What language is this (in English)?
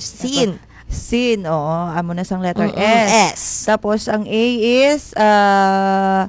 Hiligaynon